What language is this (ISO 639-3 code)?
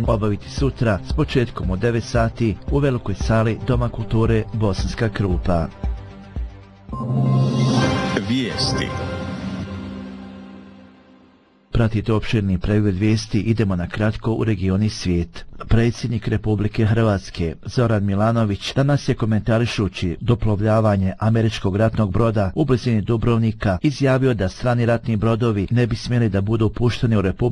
bos